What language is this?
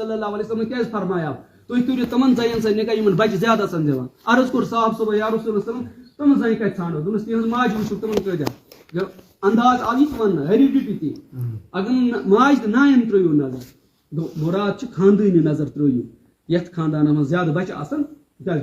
Kashmiri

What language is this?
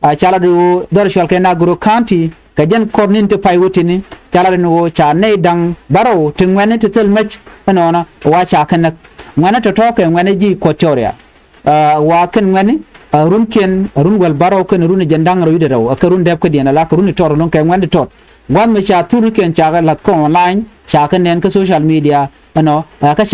Nuer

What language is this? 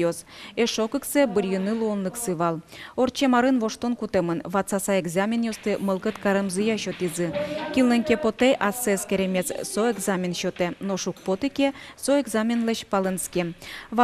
Udmurt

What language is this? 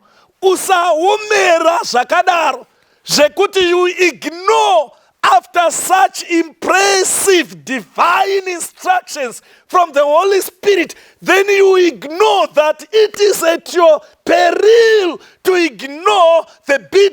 Shona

